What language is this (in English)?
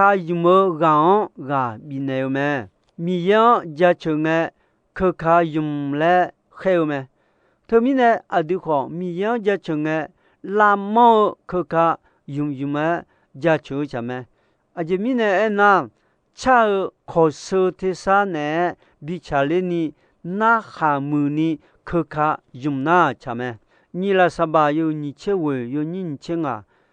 Akha